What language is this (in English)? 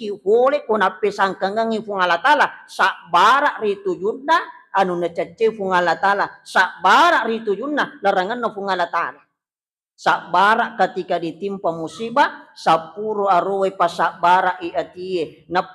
Buginese